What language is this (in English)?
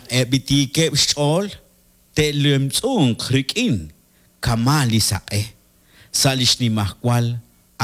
Kekchí